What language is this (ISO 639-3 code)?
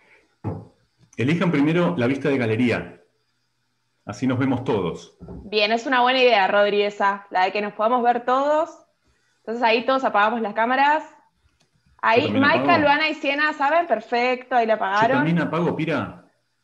spa